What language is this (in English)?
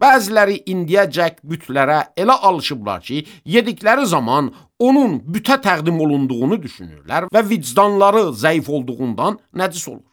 Azerbaijani